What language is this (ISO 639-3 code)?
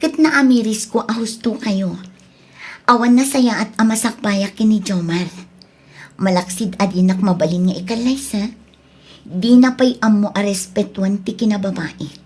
ilo